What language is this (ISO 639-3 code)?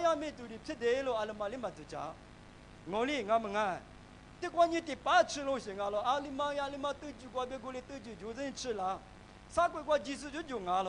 lis